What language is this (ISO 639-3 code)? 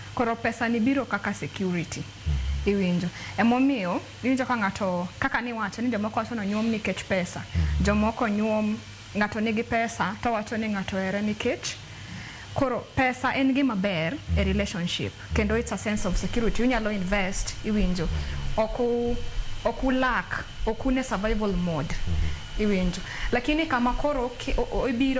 luo